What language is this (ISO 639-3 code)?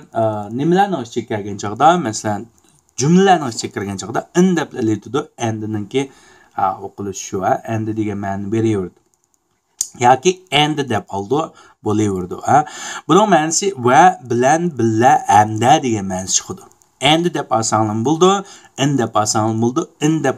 uig